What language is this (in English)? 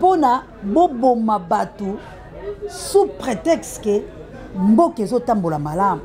Lingala